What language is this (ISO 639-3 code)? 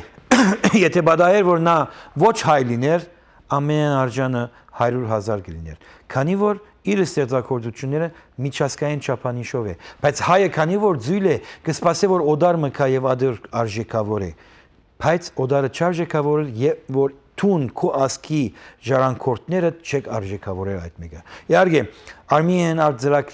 hyw